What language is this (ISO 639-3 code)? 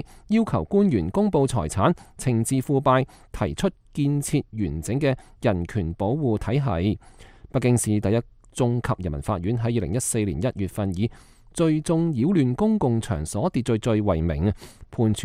yue